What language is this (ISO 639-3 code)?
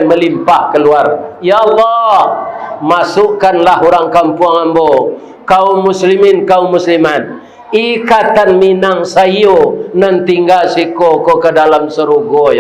min